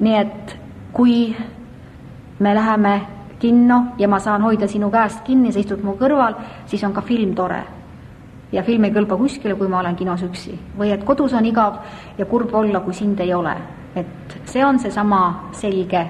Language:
Estonian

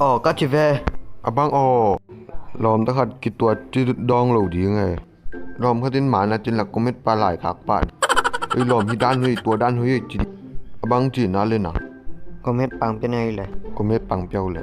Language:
Tedim Chin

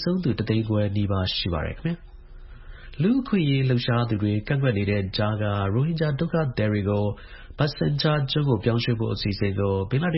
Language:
Burmese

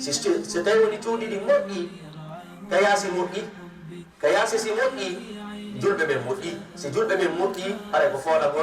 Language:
Fula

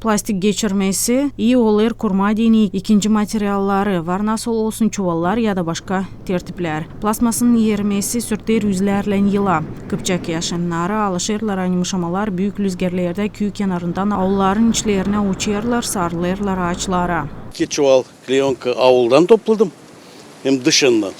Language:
Gagauz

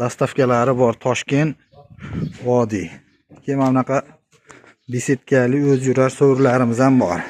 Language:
Uzbek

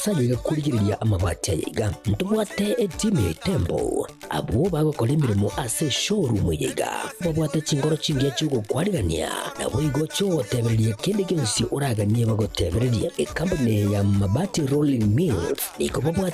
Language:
Gusii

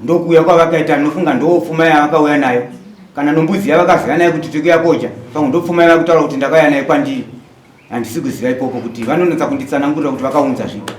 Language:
Shona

